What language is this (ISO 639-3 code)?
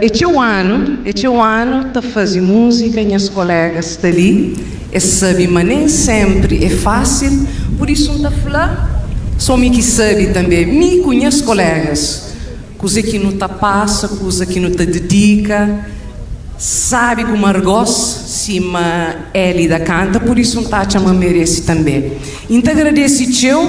kea